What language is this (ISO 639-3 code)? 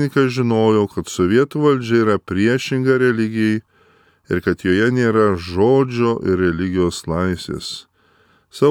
lit